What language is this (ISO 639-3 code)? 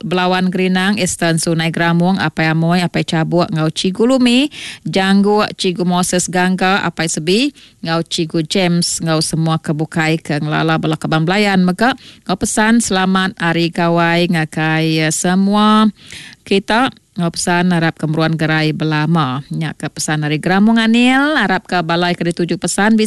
iba